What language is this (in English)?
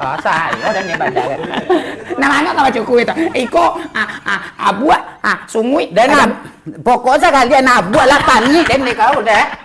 Minangkabau